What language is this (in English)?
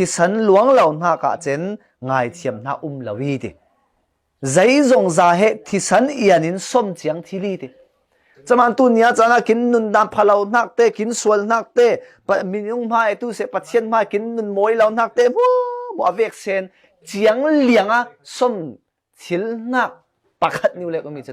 Falam Chin